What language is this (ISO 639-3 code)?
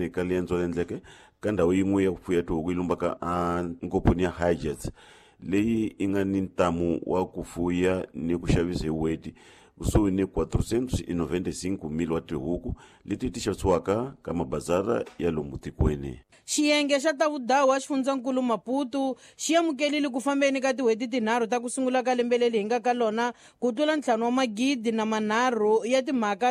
tso